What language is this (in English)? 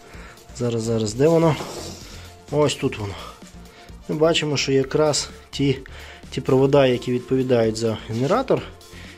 Ukrainian